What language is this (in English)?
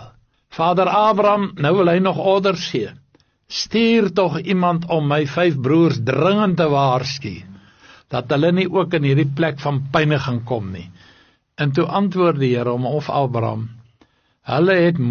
Afrikaans